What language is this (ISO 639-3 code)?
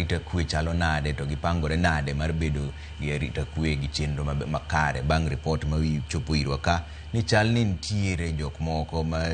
luo